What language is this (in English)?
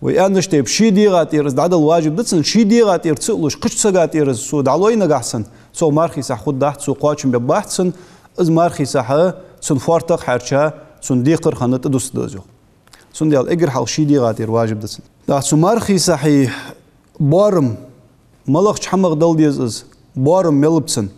Ingush